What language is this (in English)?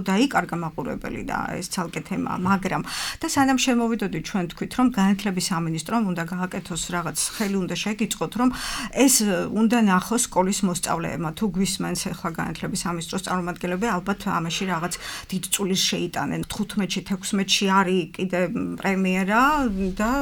Georgian